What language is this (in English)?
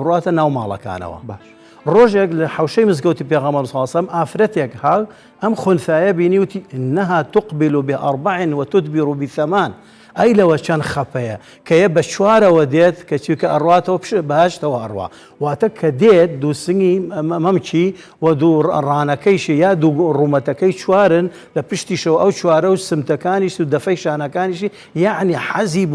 Central Kurdish